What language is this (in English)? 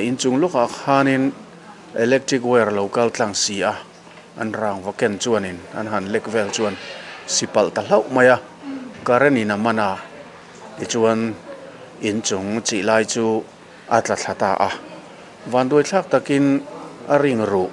Mizo